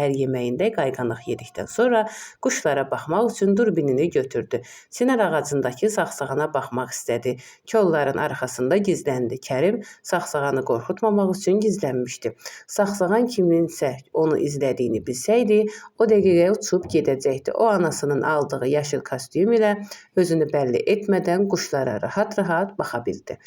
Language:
Azerbaijani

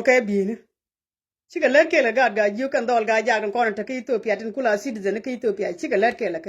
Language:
Nuer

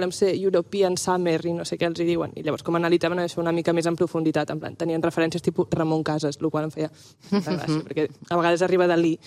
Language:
Catalan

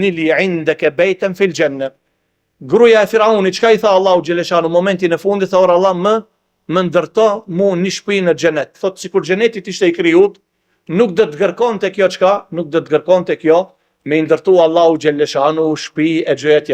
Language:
Albanian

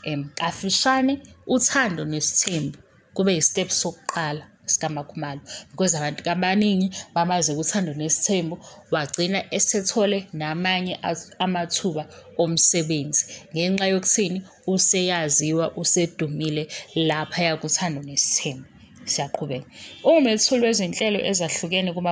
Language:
Zulu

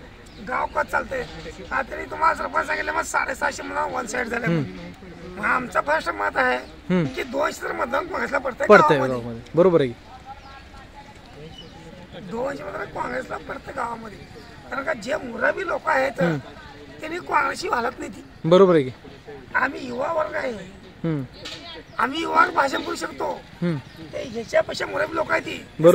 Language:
Marathi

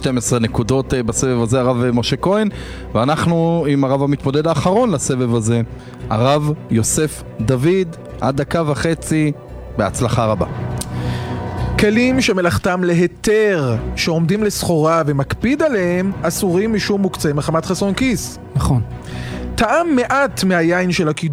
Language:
Hebrew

